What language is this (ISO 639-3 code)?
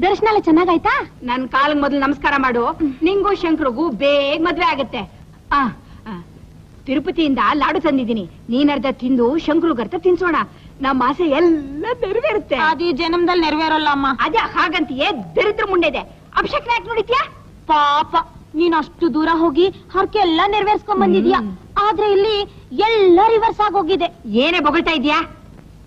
kan